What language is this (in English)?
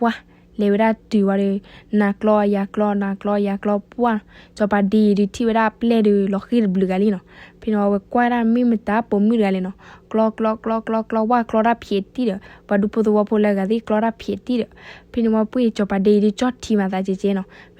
S'gaw Karen